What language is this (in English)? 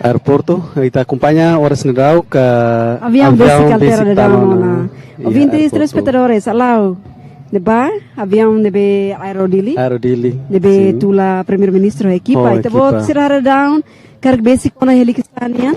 Tetum